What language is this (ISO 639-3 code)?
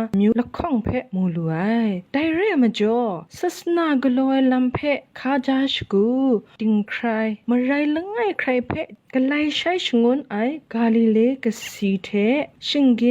kac